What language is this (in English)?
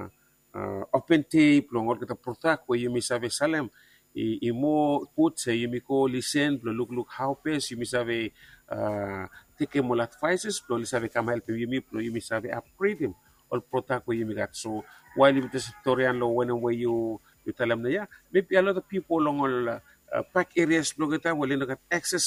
Bislama